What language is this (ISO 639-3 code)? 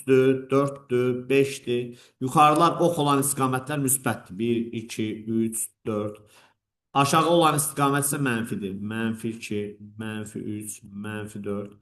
aze